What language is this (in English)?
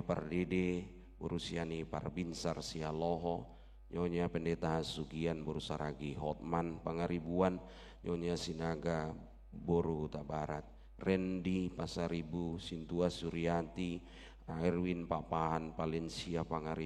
Batak Toba